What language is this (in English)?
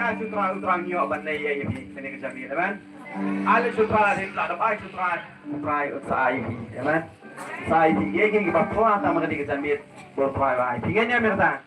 Khasi